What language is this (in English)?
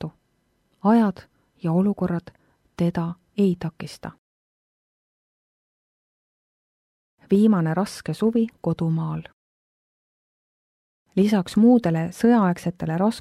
Estonian